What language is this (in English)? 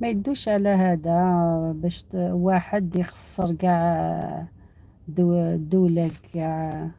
Algerian Arabic